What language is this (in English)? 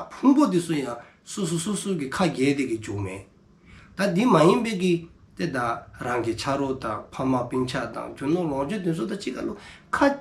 Dzongkha